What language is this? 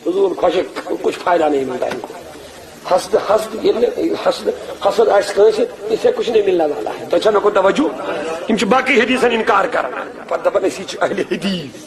Kashmiri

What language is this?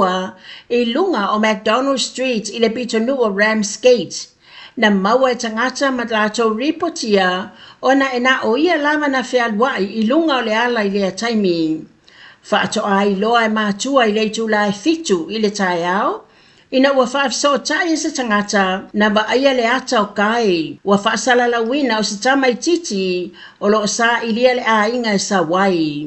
Samoan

